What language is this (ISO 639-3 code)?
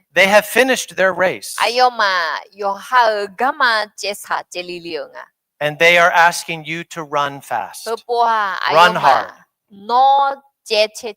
ahk